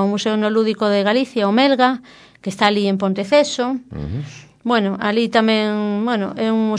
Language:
Galician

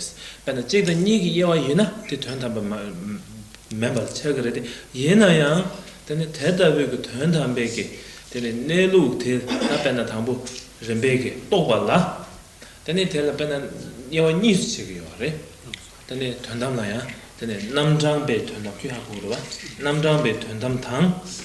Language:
Tibetan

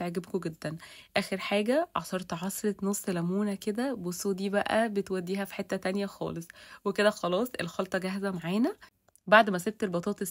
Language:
Egyptian Arabic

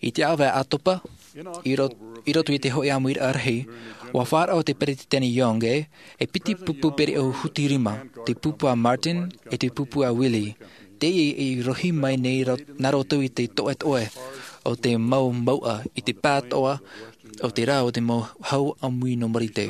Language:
Tahitian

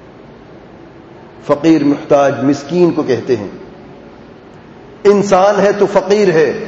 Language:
Urdu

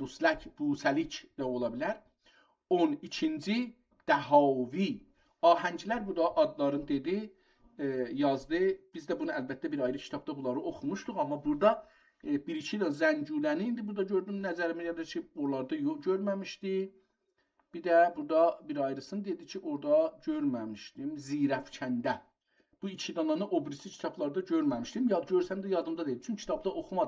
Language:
South Azerbaijani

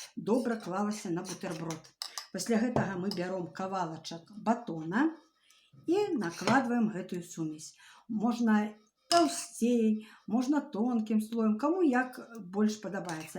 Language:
Belarusian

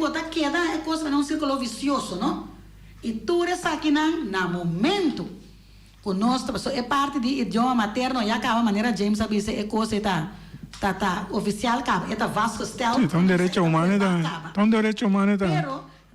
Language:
Papiamento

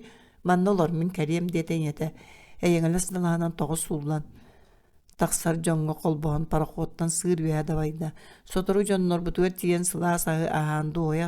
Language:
Yakut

